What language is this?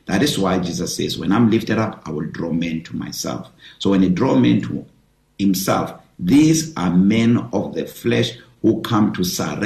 English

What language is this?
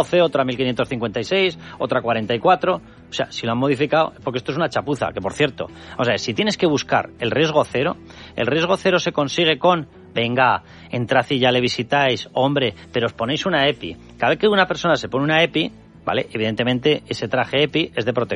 Spanish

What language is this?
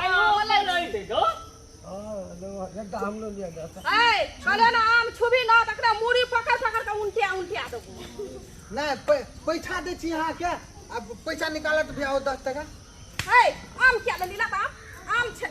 Maithili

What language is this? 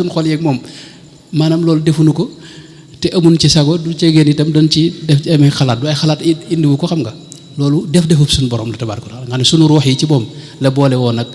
Wolof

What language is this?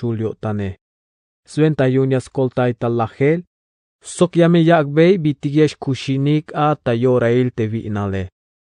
Tzeltal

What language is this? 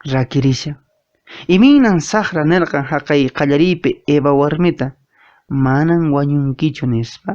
Quechua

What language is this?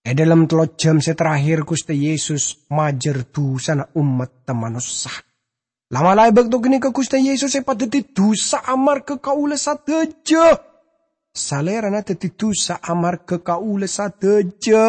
Madurese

